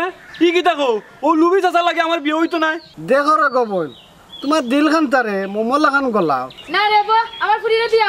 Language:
Sylheti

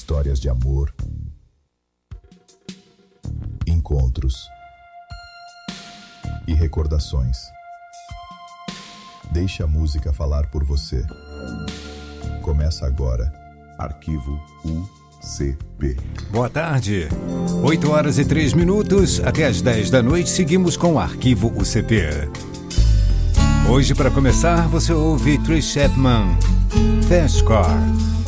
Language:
Portuguese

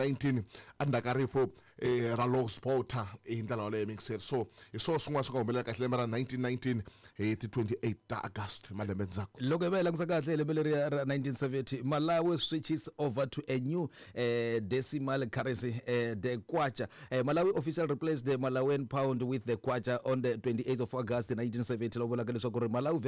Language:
Tsonga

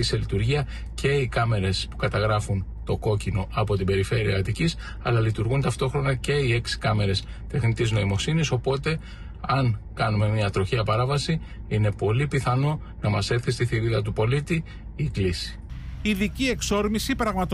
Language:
Greek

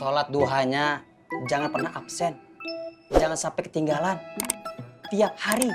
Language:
Betawi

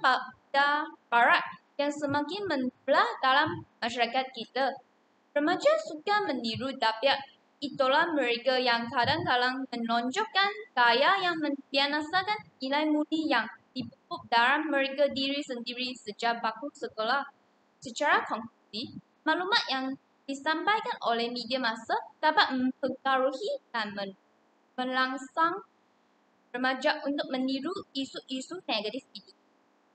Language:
Malay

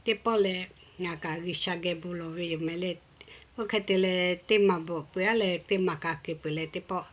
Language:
Lahu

